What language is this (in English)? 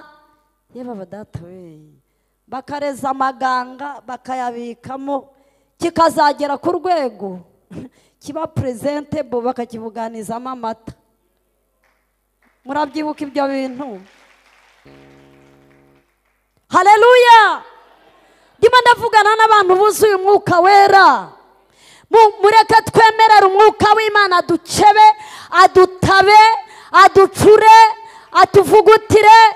Kinyarwanda